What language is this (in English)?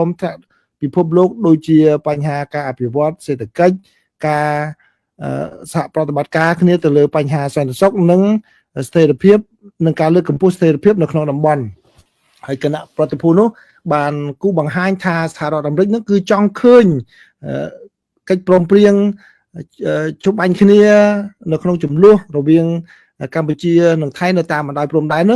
Khmer